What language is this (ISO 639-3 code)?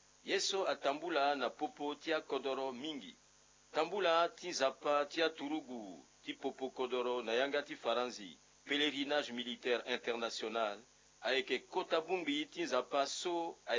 sag